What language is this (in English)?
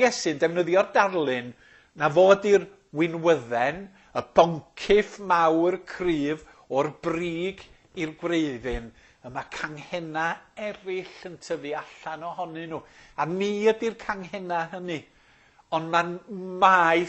Welsh